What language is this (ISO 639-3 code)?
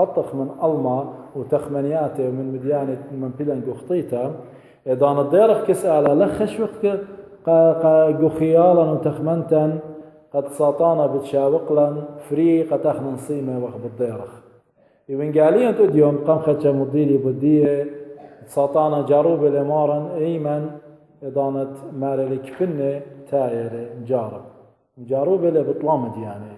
aii